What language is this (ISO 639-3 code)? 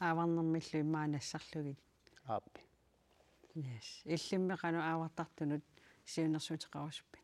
kal